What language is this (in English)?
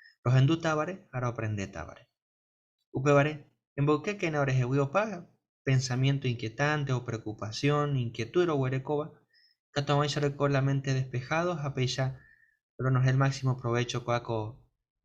Guarani